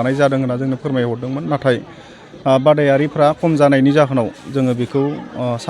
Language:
Bodo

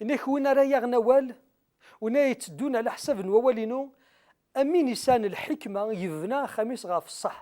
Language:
Kabyle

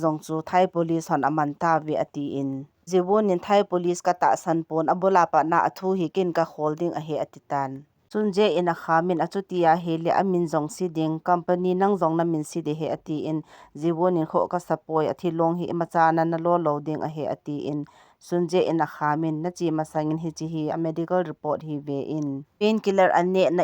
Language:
Thado Chin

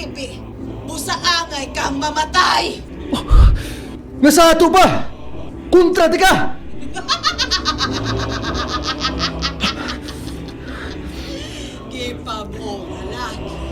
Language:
Cebuano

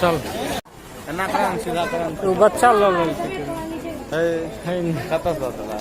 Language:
Maithili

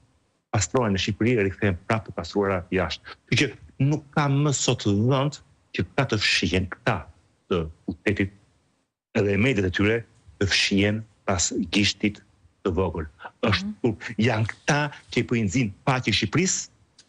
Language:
Albanian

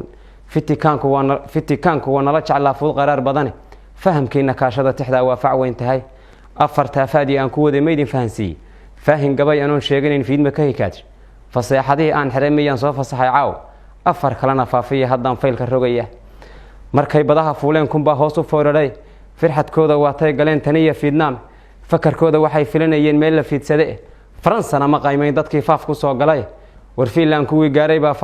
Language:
Somali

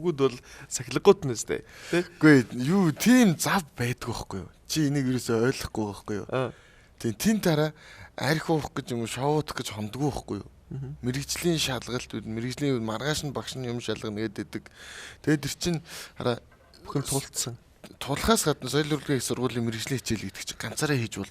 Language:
Mongolian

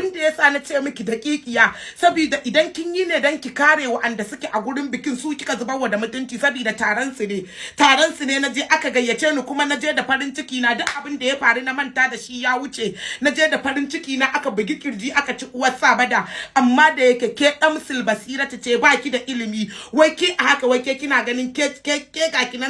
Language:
Hausa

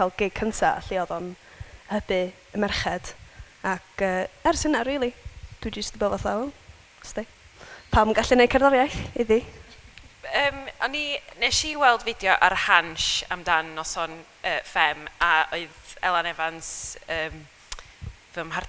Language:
Welsh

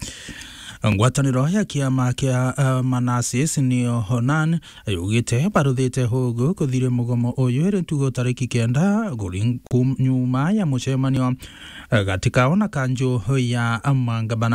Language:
Meru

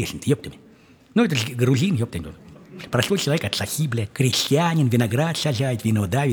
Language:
Russian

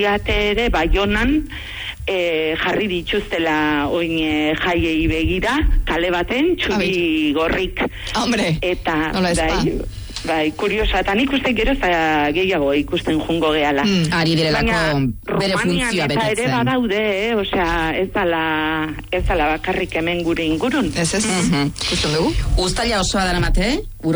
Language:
Basque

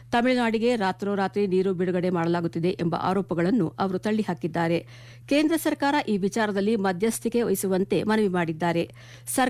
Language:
Kannada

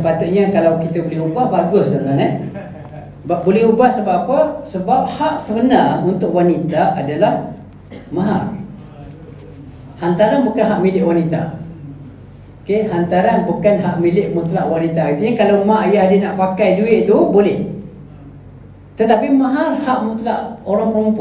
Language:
Malay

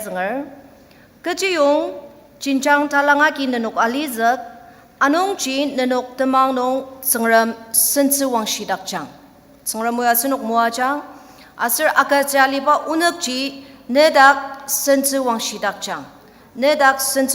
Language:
Ao Naga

